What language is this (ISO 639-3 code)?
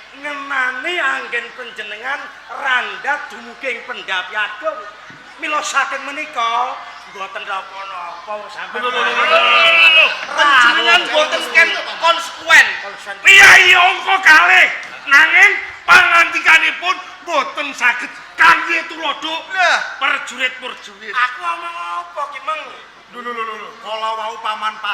jav